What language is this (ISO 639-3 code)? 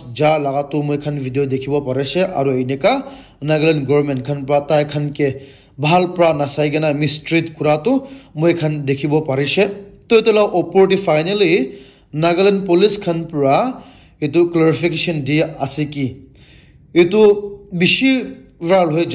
nag